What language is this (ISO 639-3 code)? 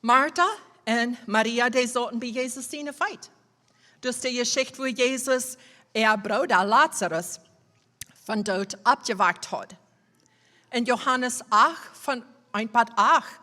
pdt